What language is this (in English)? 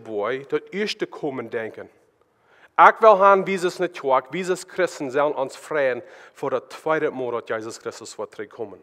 Plautdietsch